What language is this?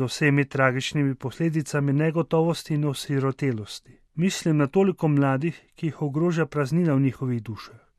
Slovenian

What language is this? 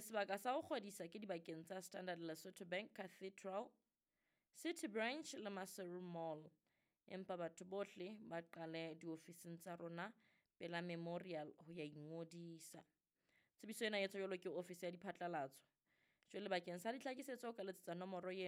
Southern Sotho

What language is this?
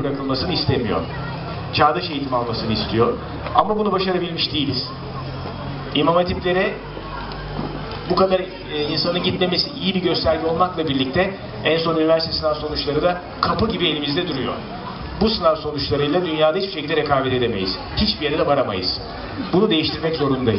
Turkish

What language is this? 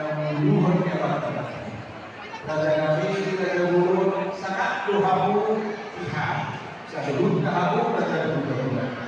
Batak Toba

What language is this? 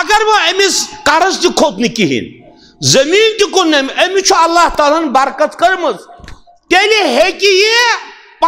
Kashmiri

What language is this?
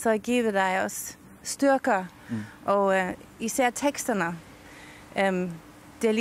Danish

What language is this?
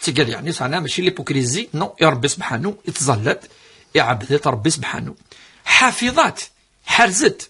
Kabyle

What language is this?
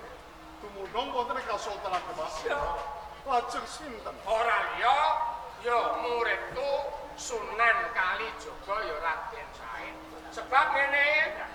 Javanese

